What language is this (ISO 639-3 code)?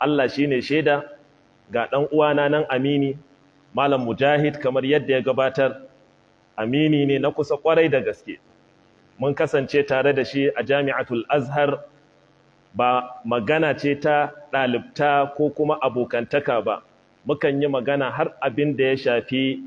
hau